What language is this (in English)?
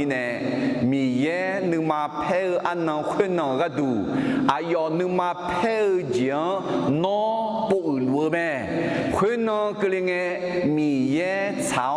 Akha